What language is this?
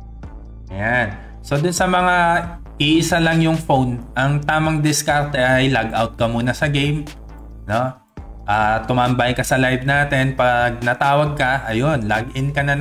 Filipino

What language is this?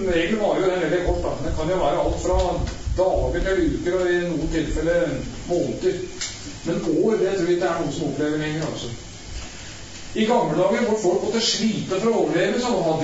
Norwegian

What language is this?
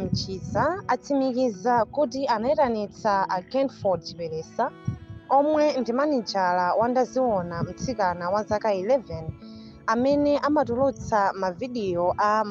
Nyanja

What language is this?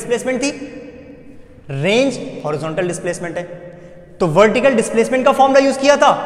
Hindi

